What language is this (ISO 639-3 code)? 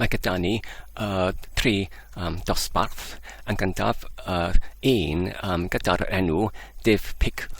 cym